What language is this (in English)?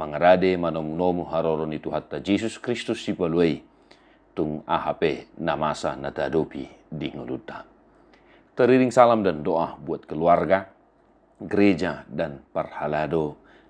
Batak Toba